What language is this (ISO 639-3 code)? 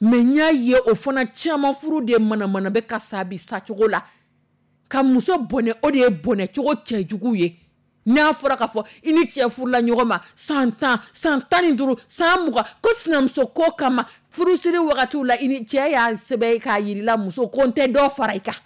dyu